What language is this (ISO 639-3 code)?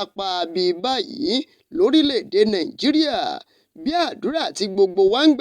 yor